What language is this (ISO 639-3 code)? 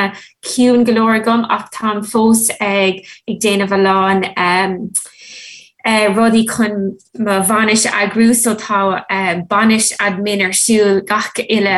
gle